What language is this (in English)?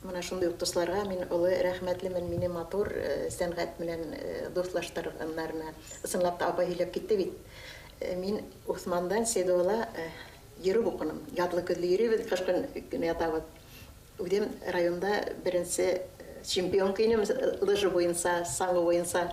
Bashkir